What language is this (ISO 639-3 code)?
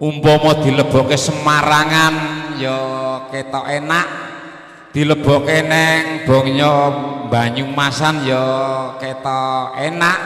jav